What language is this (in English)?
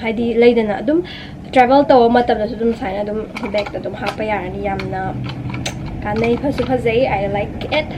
Manipuri